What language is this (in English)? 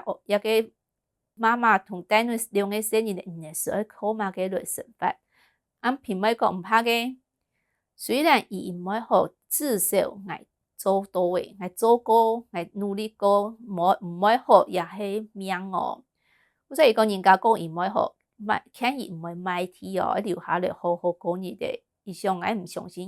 Hakka Chinese